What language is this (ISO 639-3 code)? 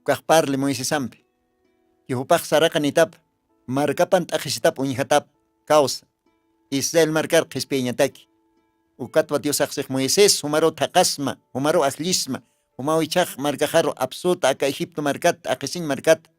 aym